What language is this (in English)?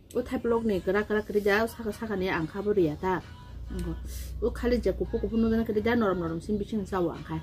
Kok Borok